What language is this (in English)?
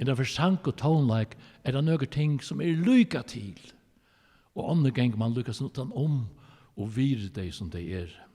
Faroese